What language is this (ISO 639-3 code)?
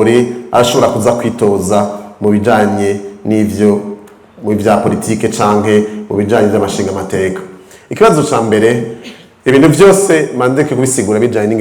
run